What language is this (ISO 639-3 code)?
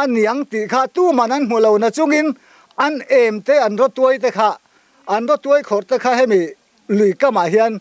lus